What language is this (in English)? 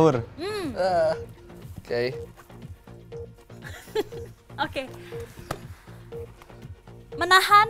Indonesian